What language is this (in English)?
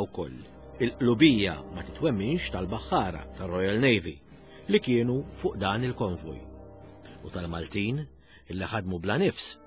Maltese